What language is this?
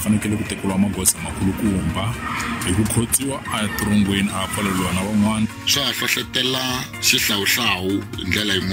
Tsonga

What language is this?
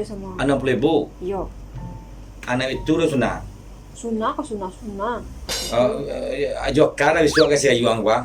Minangkabau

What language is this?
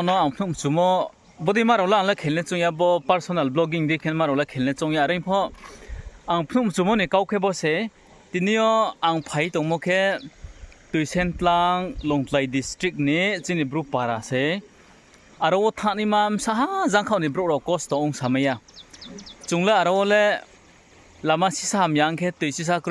Riang (India)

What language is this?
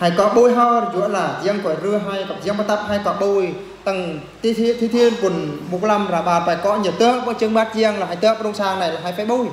Eastern Bru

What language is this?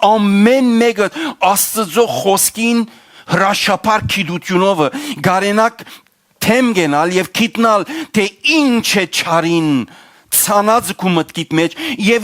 Western Armenian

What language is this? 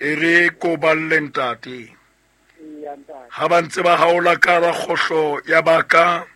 Southern Sotho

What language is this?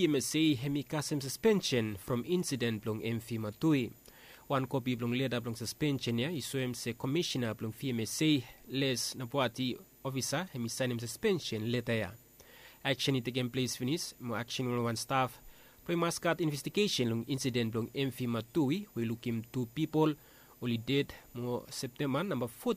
Bislama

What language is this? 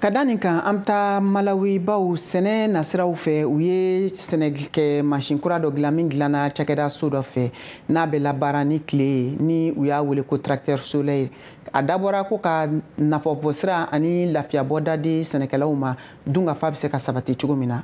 Bambara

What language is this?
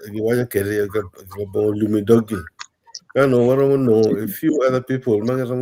Acoli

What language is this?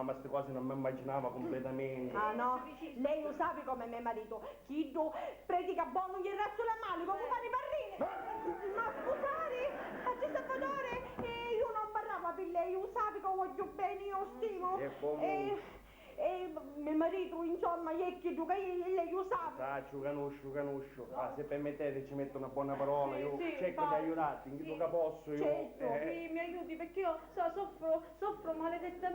Sicilian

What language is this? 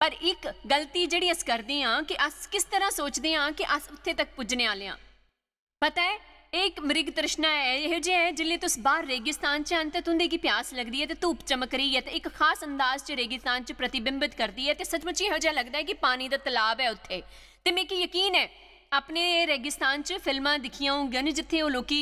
Dogri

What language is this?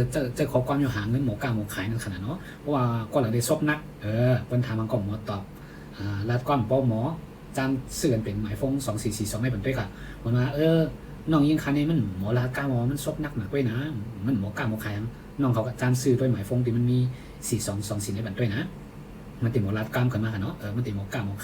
Shan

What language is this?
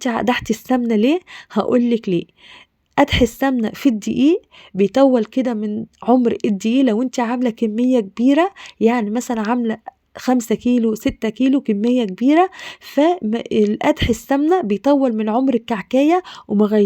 Egyptian Arabic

